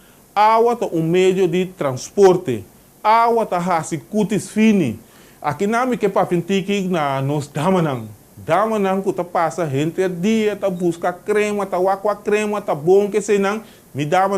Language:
Papiamento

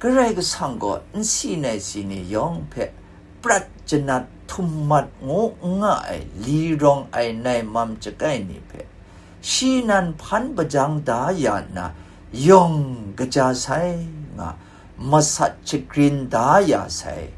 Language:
Kachin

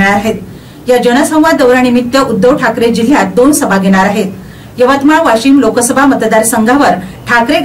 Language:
Marathi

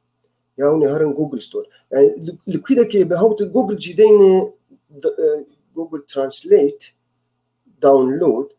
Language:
Kurdish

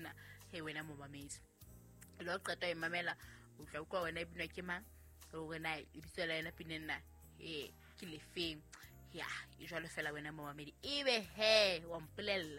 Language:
Southern Sotho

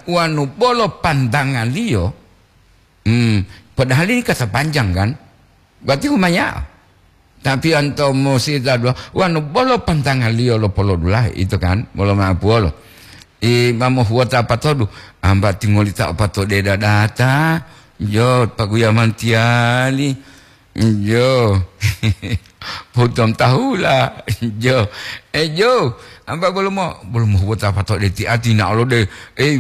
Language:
Gorontalo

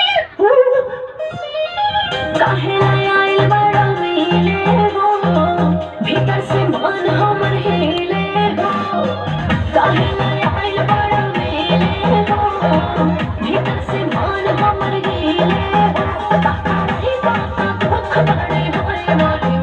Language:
Bhojpuri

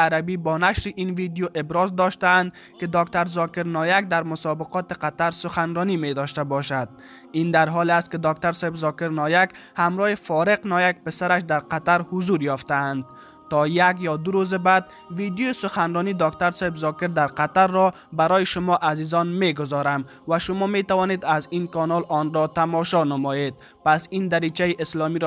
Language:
Tajik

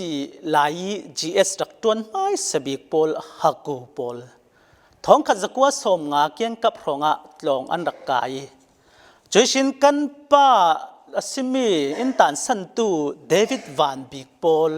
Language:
Falam Chin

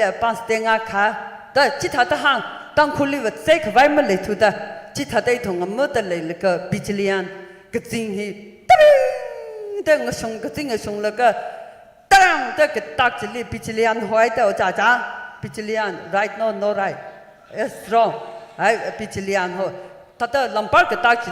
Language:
Tangkhul Naga (India)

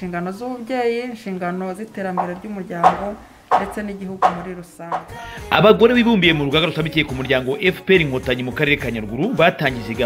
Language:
Kinyarwanda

